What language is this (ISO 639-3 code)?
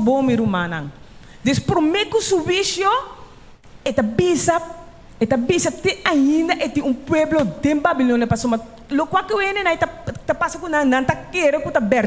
pap